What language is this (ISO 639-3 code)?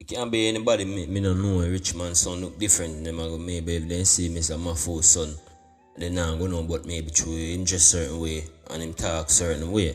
jam